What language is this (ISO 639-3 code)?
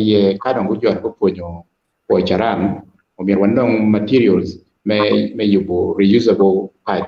ach